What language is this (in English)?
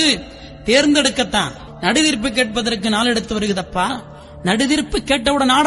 Tamil